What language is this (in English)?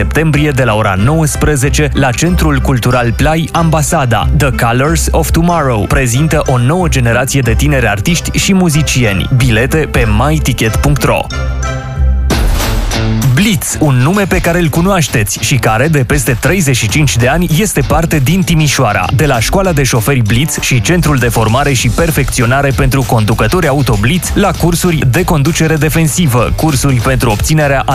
Romanian